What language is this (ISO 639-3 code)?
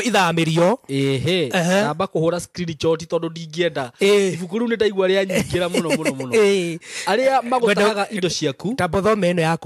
kik